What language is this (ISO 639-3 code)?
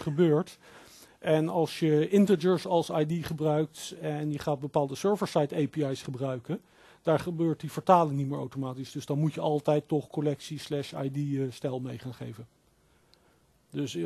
nld